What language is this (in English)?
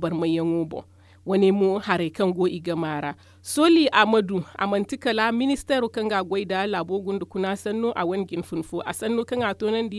Zarma